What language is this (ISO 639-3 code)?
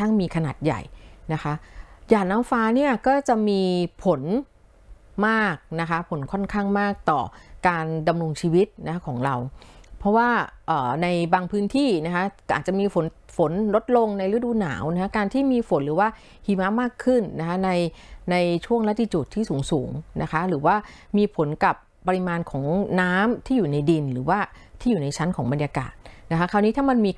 tha